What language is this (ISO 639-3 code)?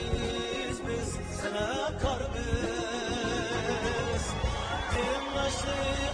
uig